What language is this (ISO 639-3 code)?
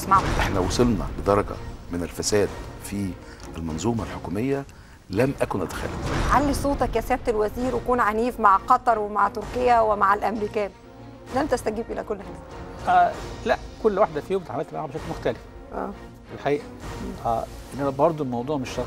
arz